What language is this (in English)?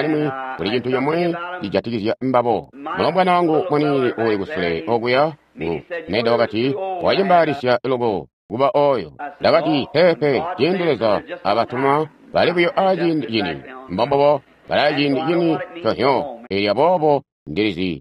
Tonga (Zambia)